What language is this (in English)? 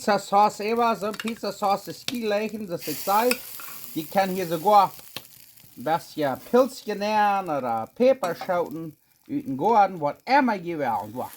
Plautdietsch